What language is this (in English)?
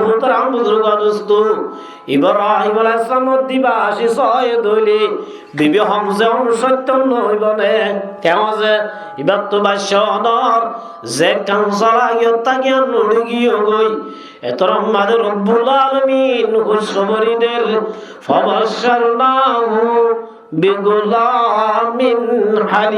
Rohingya